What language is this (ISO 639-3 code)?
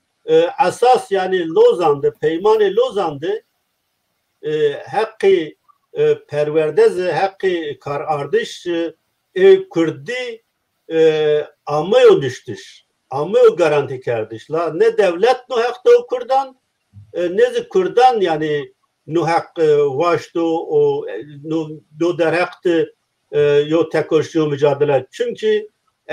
zza